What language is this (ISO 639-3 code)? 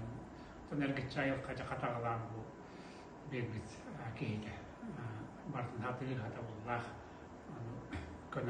sah